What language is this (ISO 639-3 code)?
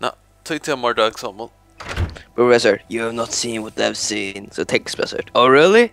fao